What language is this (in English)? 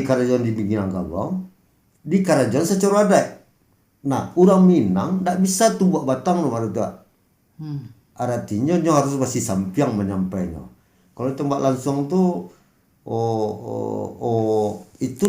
Minangkabau